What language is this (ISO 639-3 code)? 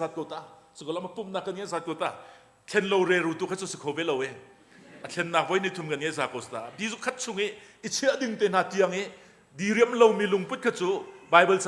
cnh